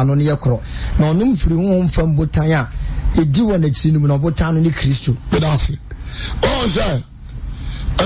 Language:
Akan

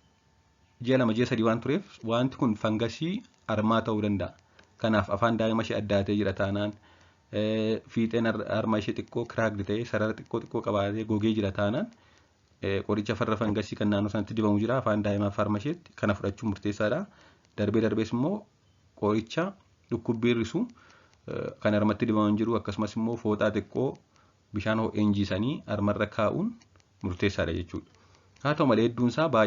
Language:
Oromo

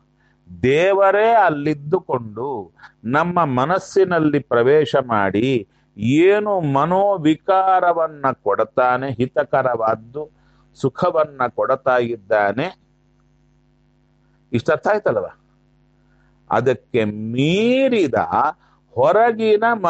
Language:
Kannada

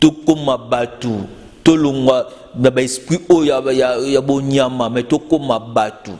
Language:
Lingala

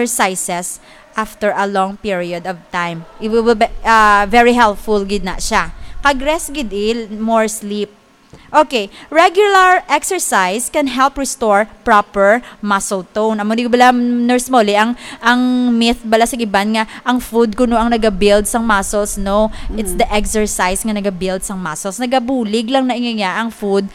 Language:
Hiligaynon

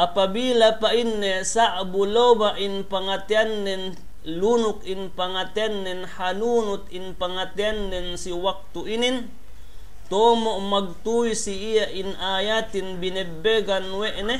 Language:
Yakan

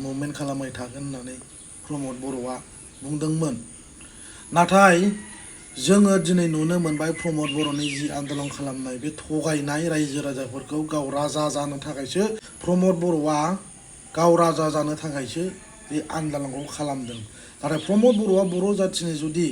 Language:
Bodo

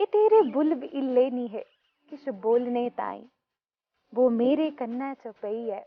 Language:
Dogri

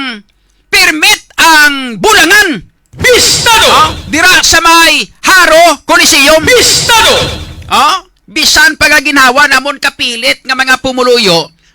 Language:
Hiligaynon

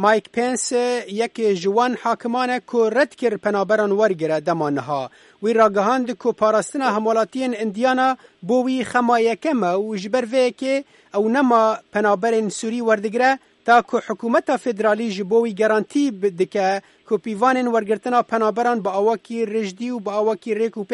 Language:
Kurdish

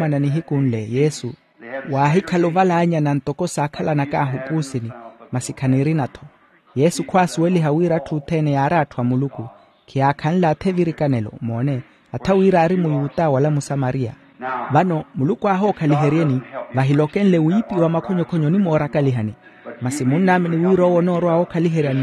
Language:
Makhuwa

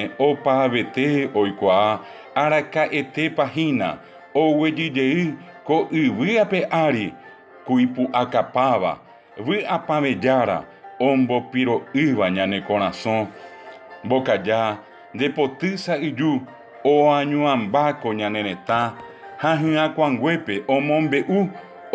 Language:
Guarani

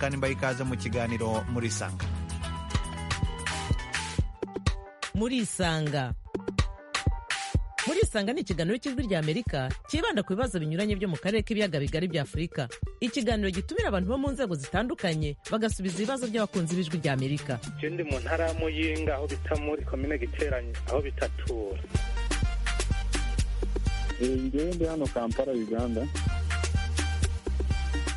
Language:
Kinyarwanda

